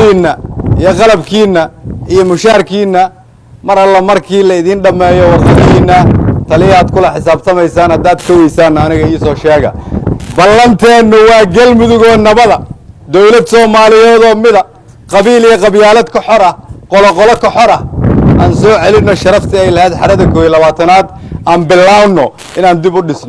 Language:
Somali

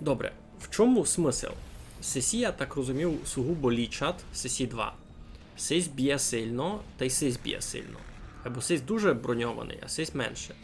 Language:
Rusyn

